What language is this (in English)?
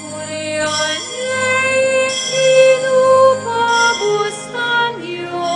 Pampanga